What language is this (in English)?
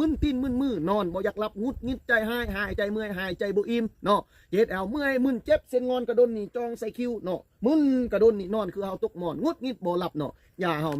Lao